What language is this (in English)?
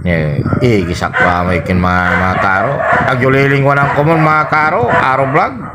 Pangasinan